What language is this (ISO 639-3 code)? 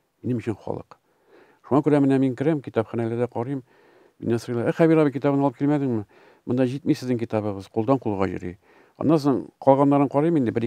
tat